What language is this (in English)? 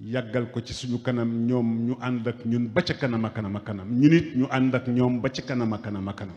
Wolof